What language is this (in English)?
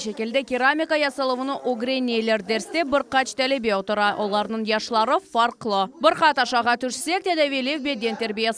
Crimean Tatar